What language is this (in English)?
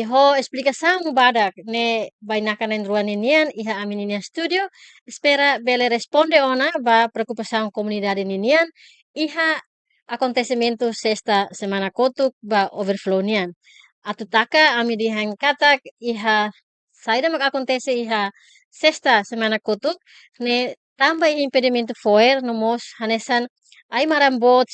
Tetum